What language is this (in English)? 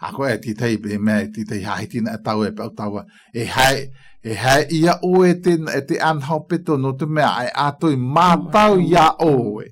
Galician